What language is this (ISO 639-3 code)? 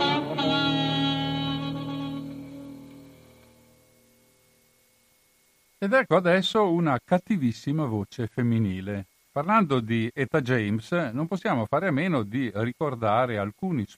ita